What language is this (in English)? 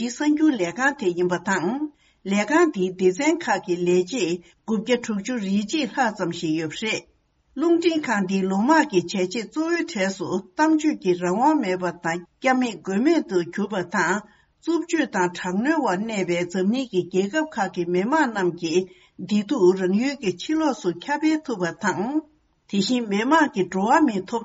Tibetan